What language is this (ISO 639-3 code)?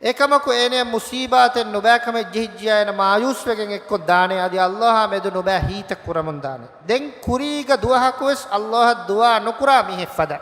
div